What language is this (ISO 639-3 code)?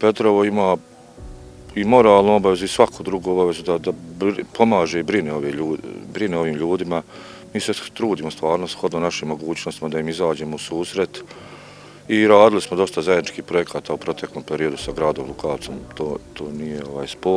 bos